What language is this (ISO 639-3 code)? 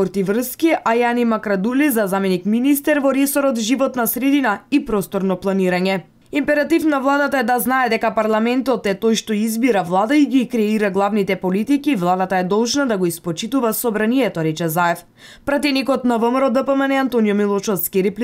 mkd